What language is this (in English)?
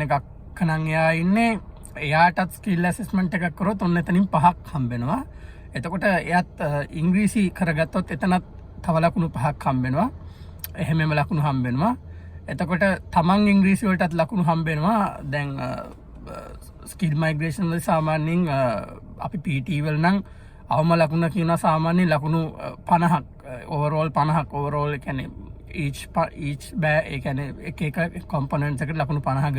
Sinhala